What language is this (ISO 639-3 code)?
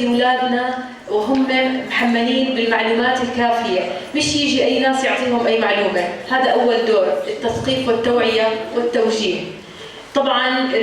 apc